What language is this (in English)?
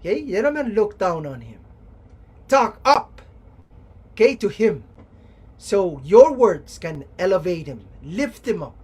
Pohnpeian